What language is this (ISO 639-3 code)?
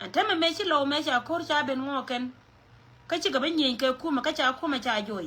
nus